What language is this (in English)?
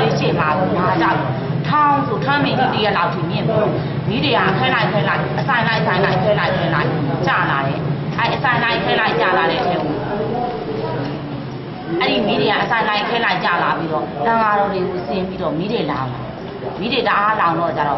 Burmese